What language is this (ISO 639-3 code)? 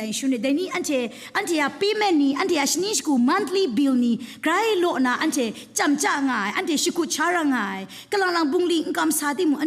kac